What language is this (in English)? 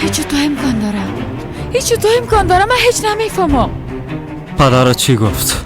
Persian